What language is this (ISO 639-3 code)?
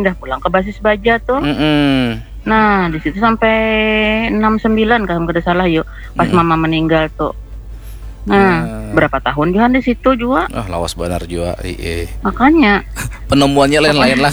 bjn